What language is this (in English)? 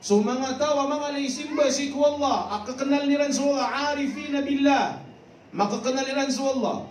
Maranao